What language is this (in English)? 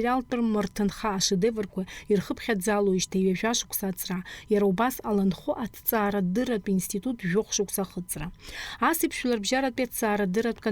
Abkhazian